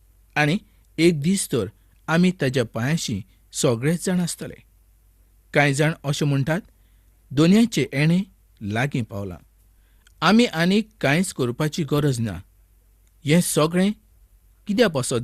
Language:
Konkani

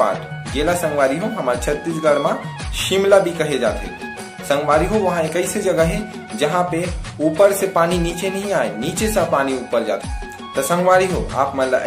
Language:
Chhattisgarhi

